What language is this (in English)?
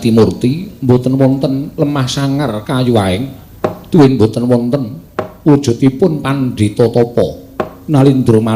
Javanese